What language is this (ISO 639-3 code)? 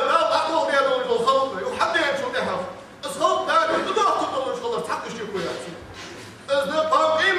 inh